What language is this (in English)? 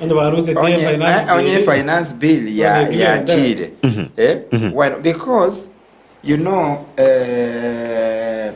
Gusii